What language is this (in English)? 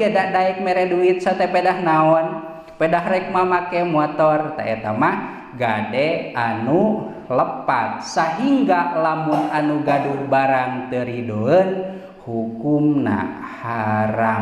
Sundanese